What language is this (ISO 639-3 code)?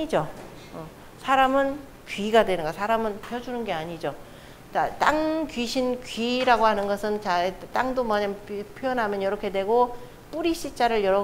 kor